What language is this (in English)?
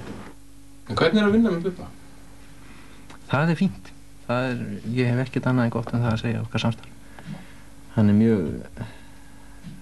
Icelandic